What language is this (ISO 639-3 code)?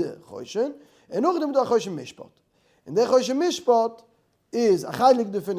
yid